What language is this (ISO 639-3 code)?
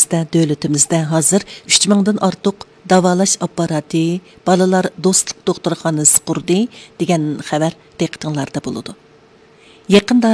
uig